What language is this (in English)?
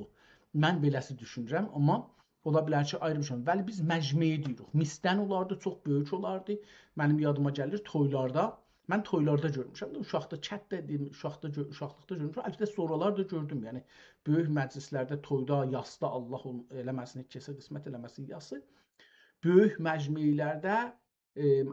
South Azerbaijani